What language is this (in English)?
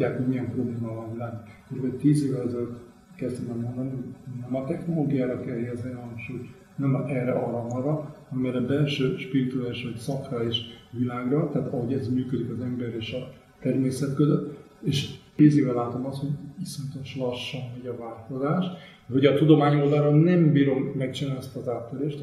Hungarian